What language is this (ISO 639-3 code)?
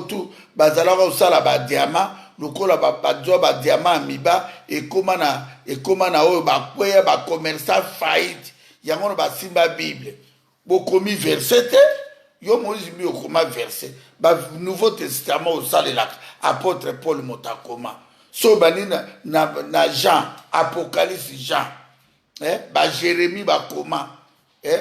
lin